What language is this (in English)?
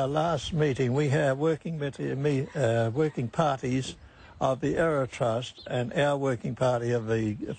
Māori